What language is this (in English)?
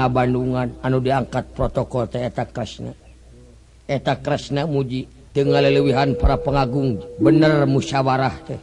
Sundanese